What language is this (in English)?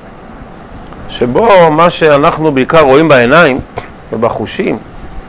Hebrew